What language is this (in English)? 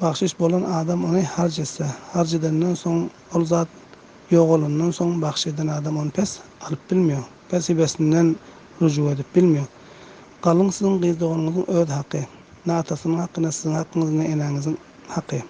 Turkmen